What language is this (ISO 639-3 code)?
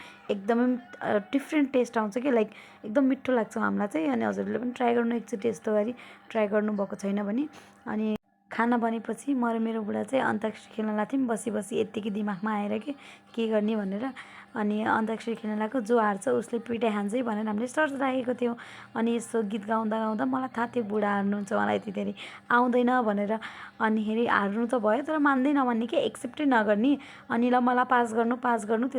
nep